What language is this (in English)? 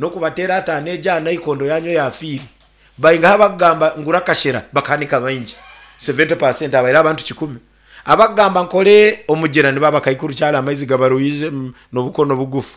Nyankole